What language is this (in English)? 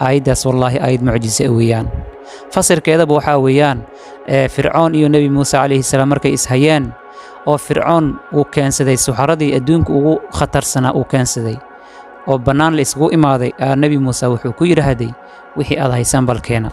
Somali